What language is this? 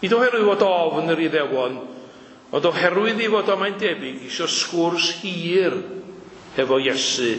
Welsh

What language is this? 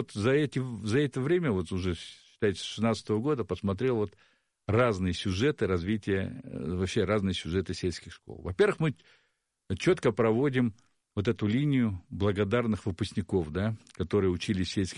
Russian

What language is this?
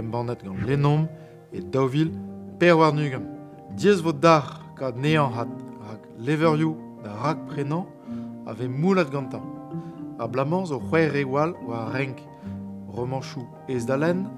Breton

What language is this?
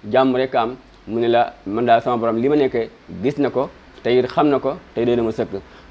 Wolof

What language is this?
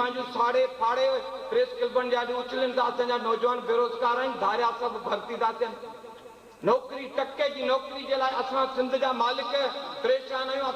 Sindhi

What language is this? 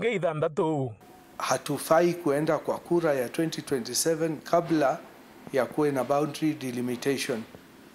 Meru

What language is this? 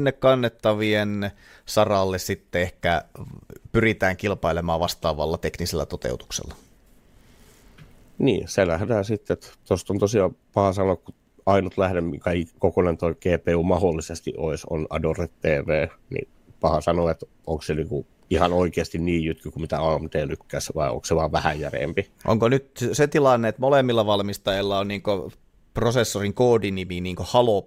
Finnish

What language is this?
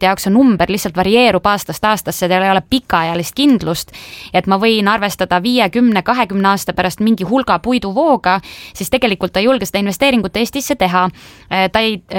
Estonian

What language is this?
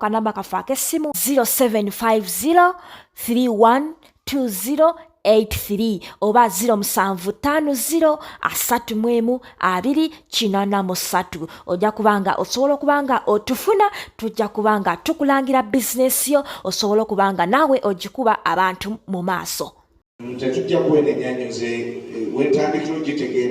Ganda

